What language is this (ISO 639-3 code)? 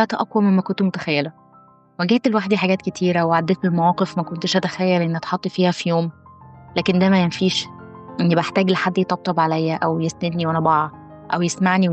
arz